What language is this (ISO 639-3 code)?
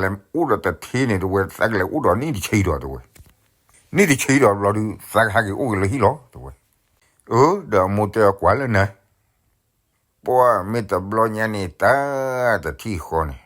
ksw